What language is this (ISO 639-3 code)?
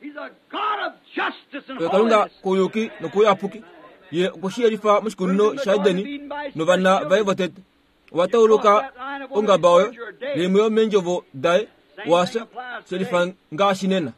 kua